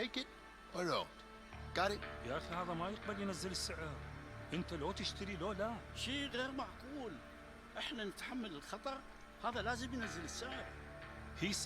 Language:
Bavarian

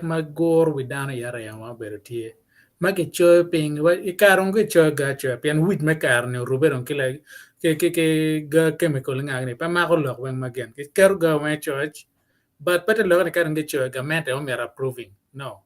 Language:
Acoli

